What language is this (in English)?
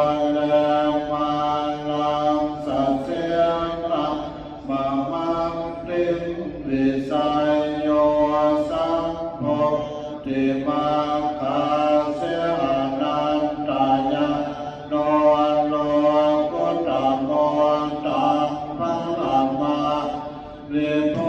Pali